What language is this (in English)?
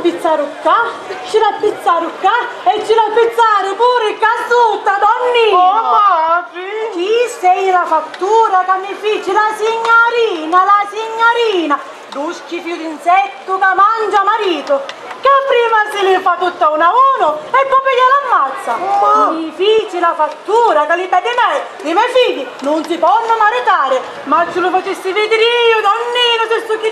Sicilian